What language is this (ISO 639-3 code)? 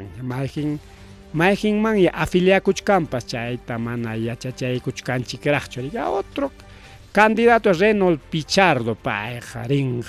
quy